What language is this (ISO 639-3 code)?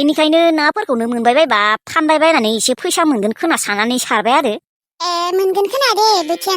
brx